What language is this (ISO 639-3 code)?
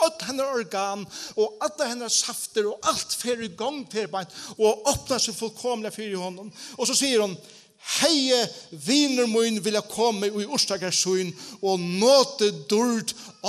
fao